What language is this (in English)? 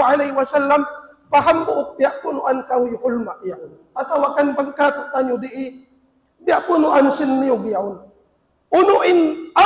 Tausug